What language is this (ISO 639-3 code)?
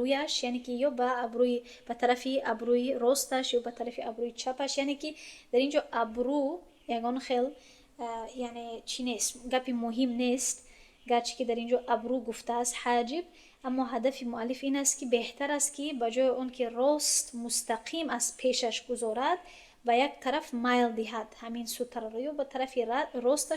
tgk